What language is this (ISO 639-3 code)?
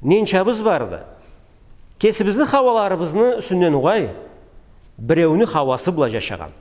krc